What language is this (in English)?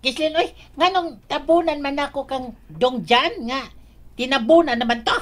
Cebuano